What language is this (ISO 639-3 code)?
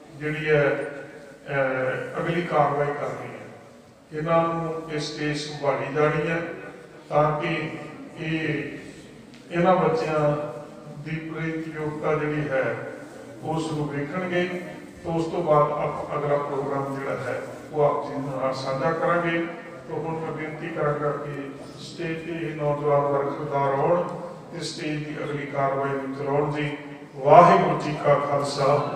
pan